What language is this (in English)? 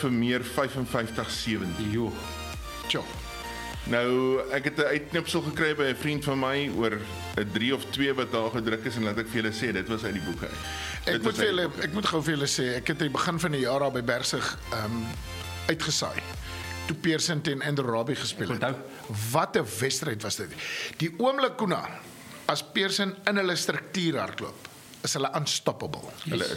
Afrikaans